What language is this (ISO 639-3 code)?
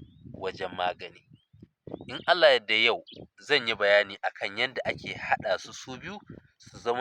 hau